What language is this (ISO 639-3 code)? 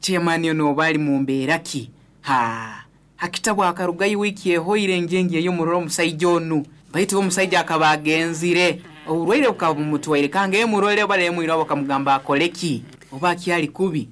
nyo